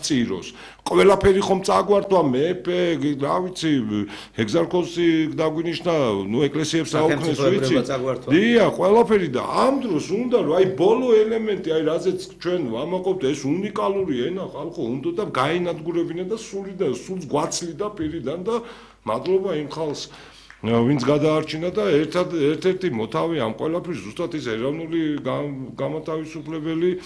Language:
Georgian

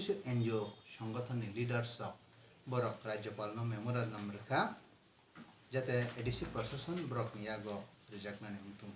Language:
Kok Borok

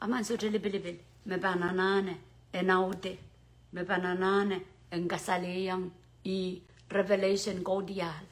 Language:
Pohnpeian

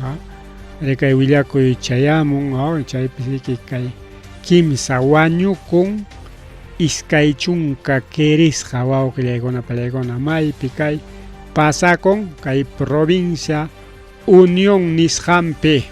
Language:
Ayacucho Quechua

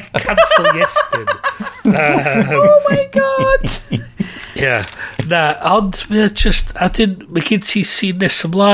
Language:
Welsh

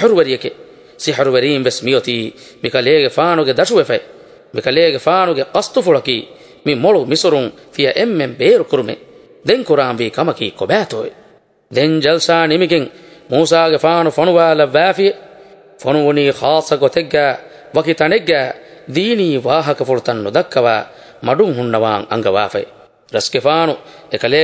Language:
Divehi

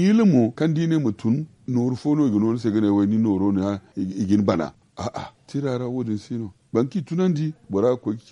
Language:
Zarma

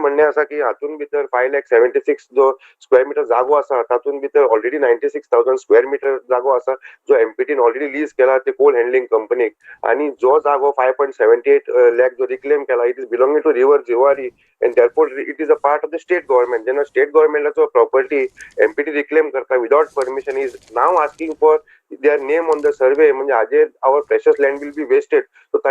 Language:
Konkani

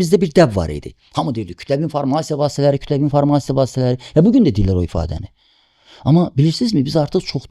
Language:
Azerbaijani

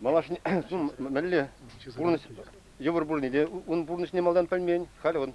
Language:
Chuvash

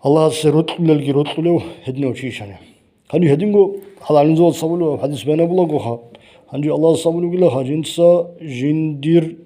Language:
Avaric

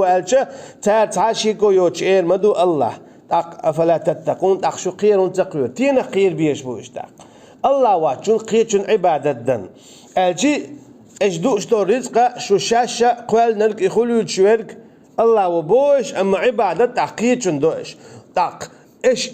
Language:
Chechen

